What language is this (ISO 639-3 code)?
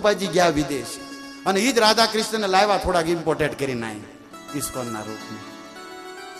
guj